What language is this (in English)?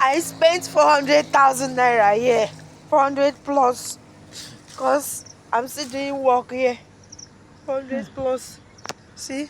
Yoruba